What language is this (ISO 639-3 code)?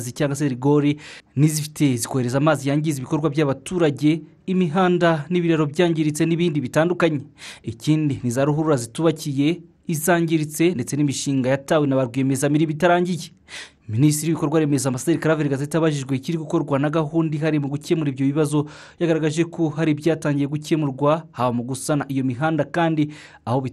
kin